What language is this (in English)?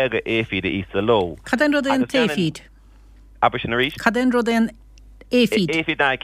Irish